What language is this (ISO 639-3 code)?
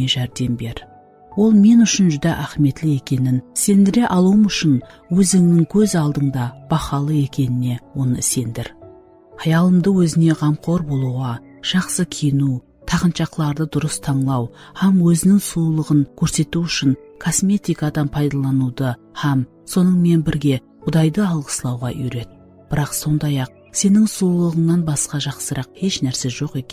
kaa